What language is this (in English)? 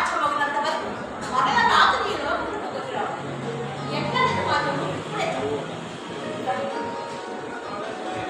Telugu